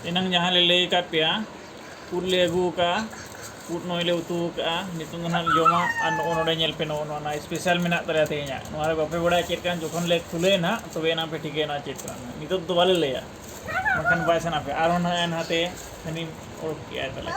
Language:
Santali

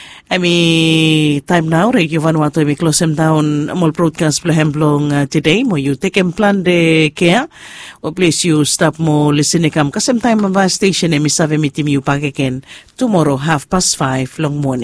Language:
Bislama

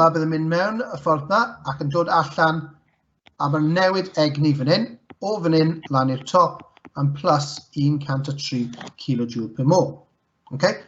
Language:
Welsh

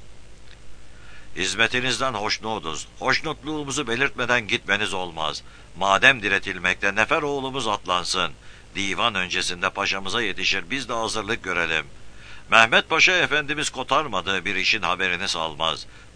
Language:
Turkish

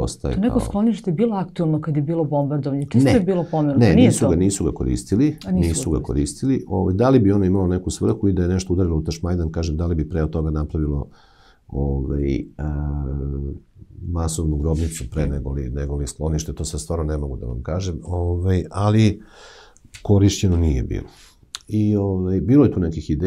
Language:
Serbian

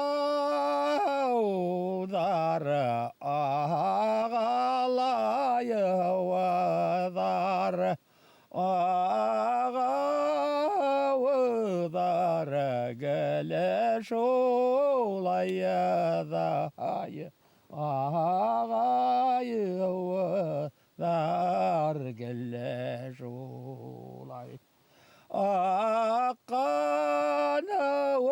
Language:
Bashkir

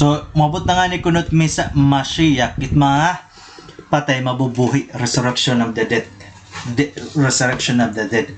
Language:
Waray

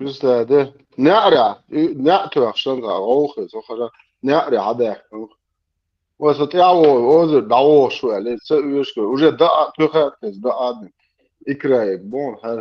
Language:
Chechen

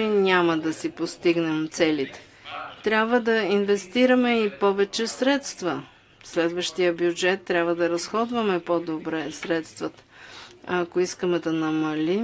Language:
Bulgarian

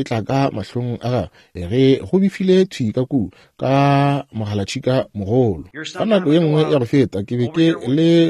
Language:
Northern Sotho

